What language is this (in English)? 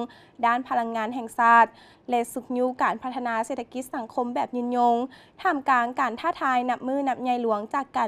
Lao